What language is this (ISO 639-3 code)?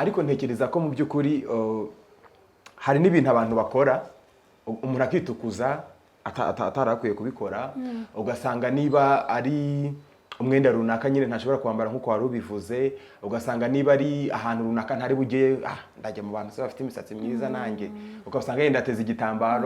kin